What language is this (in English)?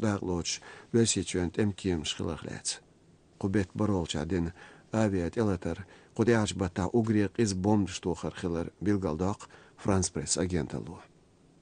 Chechen